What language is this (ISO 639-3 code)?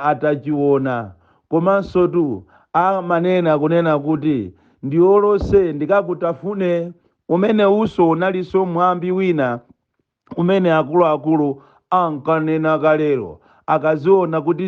nya